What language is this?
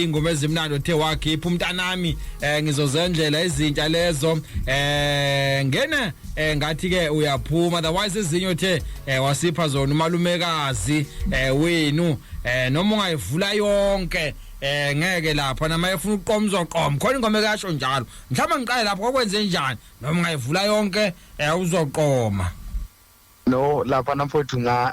Zulu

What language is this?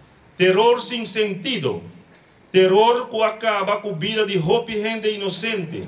Papiamento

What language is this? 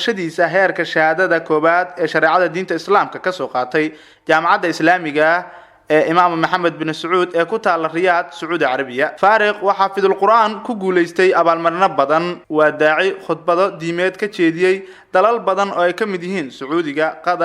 Somali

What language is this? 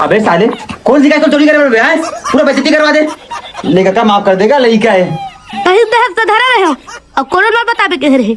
Chhattisgarhi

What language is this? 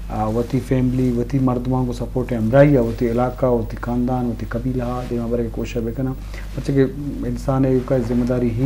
Eastern Balochi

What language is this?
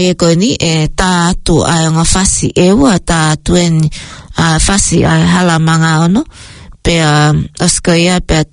Tongan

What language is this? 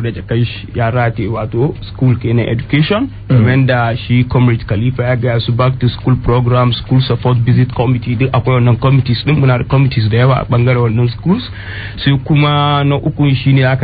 Hausa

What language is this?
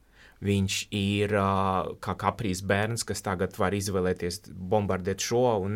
Latvian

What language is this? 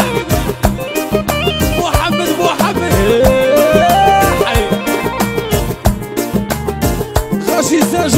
Arabic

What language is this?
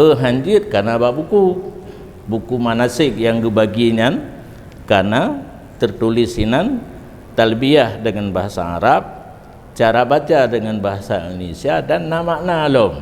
Achinese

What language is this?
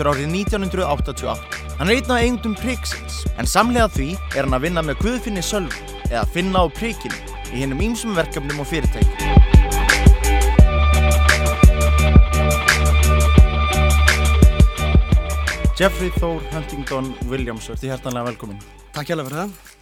Icelandic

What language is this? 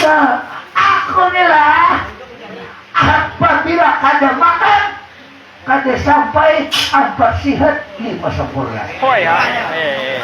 Banjar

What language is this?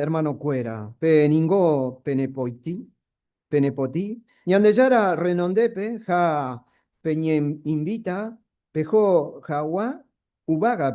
Guarani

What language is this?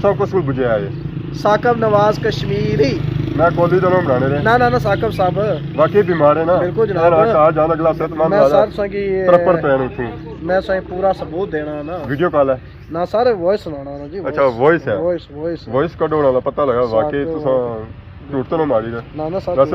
Pahari-Potwari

